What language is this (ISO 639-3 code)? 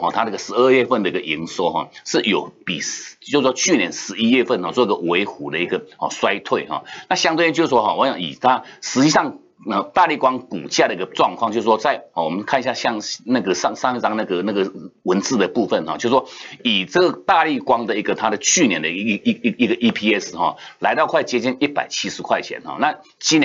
zho